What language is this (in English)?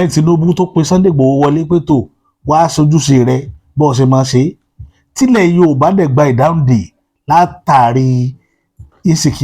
Yoruba